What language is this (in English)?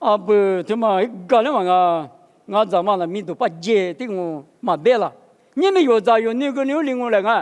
Lisu